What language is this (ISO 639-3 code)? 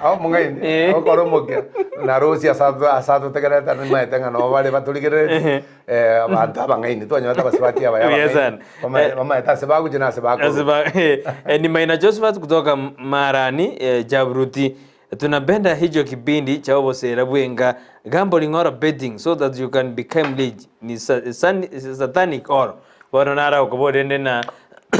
guz